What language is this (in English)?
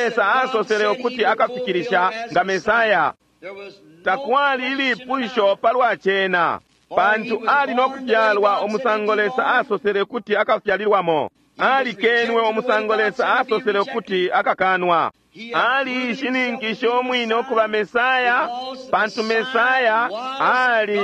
Bemba